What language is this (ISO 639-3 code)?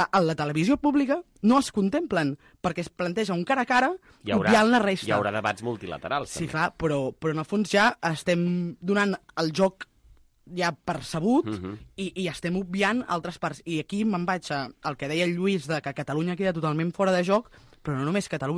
cat